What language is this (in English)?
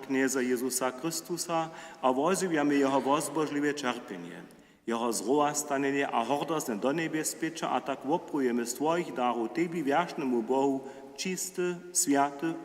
Upper Sorbian